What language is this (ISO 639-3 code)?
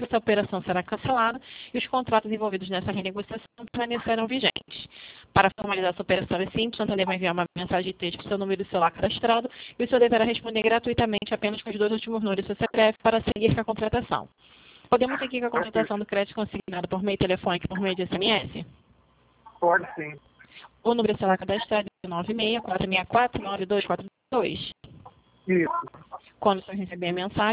por